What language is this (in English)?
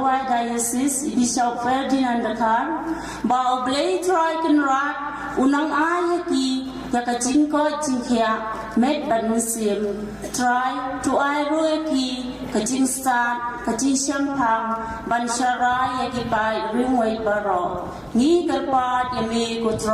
Khasi